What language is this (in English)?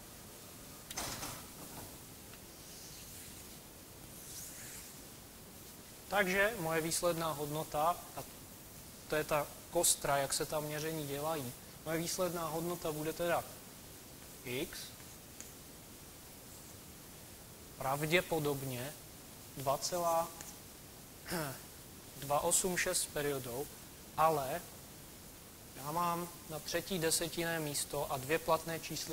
Czech